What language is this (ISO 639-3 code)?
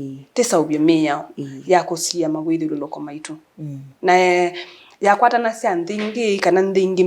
kam